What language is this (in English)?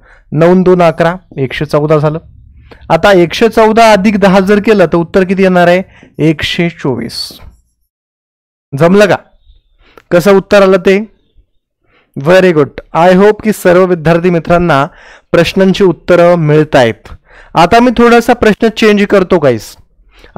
Marathi